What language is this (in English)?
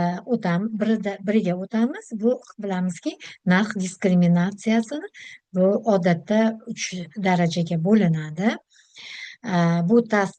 Uzbek